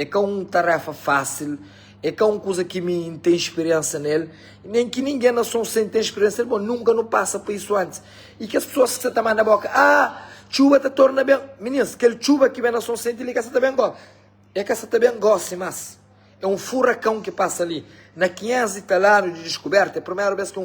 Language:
Kabuverdianu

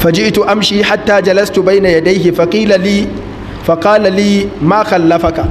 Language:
Hausa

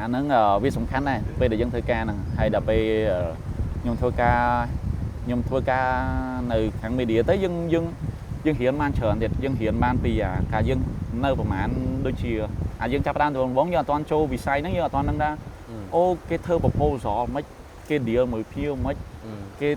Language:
Khmer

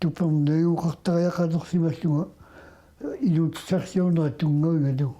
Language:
Kalaallisut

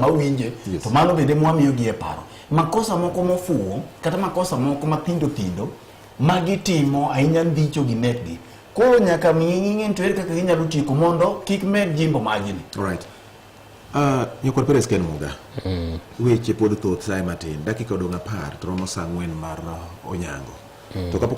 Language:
Luo (Kenya and Tanzania)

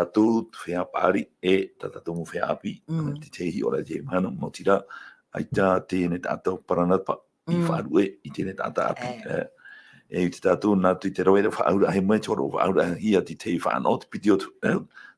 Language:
Tahitian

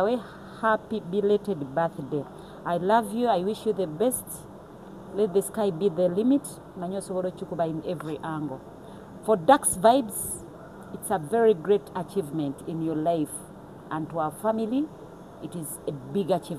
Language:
Ganda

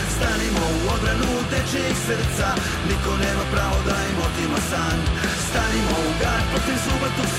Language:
Serbian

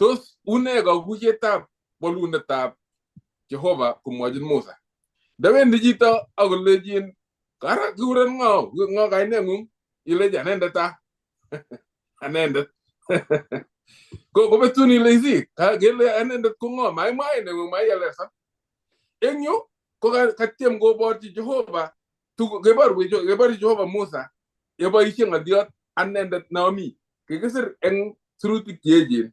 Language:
Kalenjin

